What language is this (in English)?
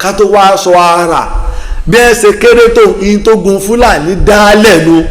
Yoruba